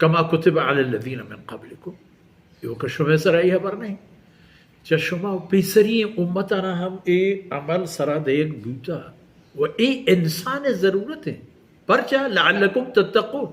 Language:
Baluchi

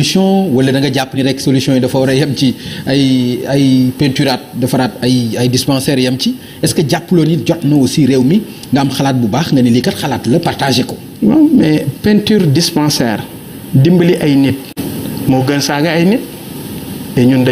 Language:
Wolof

